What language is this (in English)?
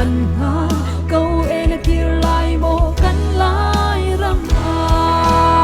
Hakha Chin